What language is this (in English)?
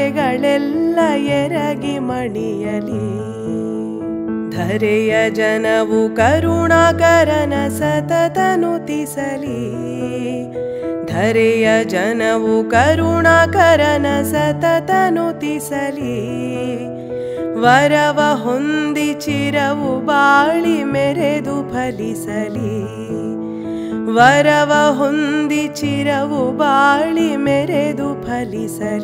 Kannada